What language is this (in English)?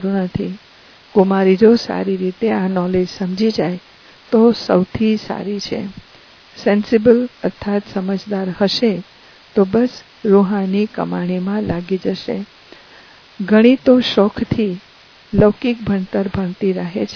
Gujarati